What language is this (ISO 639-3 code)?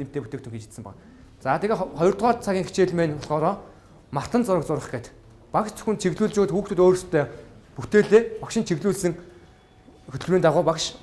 mon